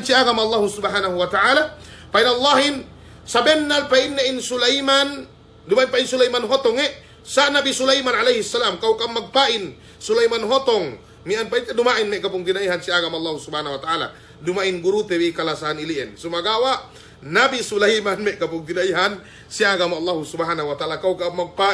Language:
Yakan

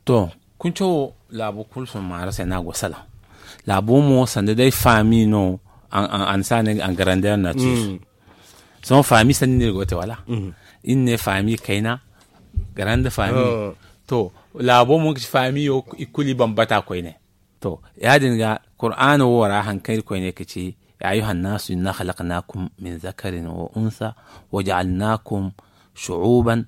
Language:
Zarma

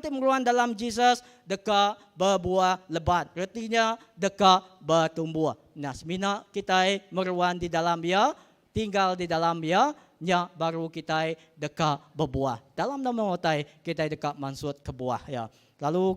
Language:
Iban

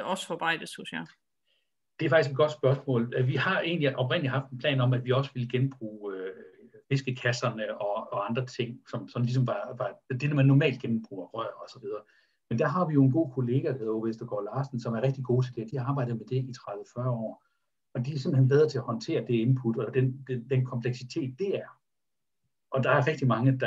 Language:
Danish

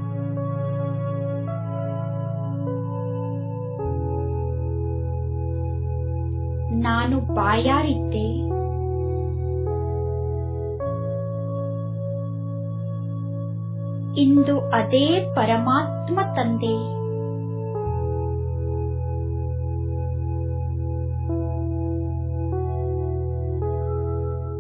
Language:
Kannada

